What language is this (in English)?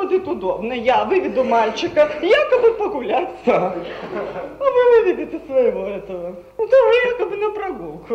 Russian